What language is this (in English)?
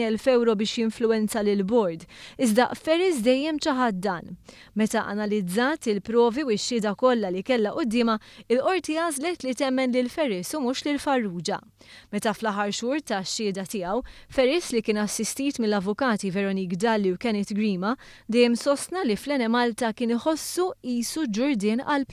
Maltese